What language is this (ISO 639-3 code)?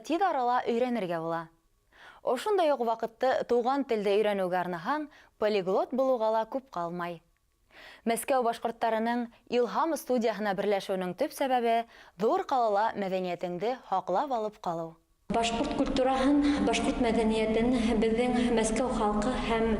bak